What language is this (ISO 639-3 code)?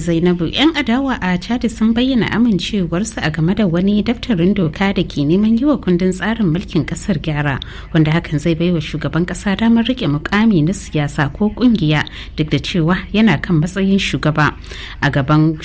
hau